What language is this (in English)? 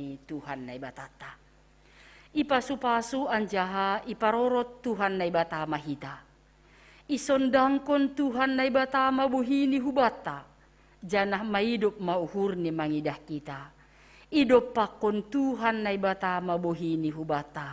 Batak Simalungun